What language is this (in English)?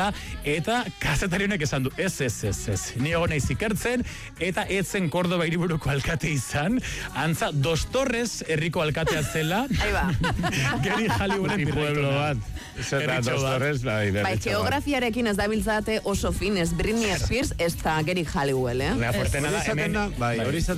Basque